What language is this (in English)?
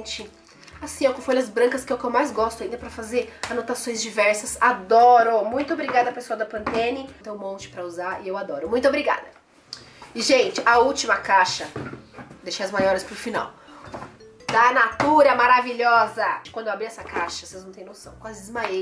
Portuguese